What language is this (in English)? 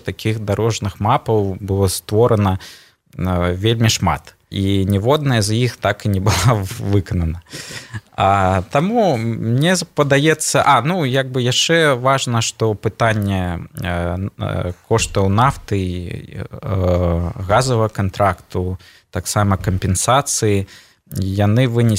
Belarusian